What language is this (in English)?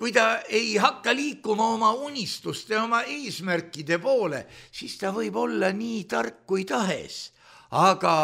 Estonian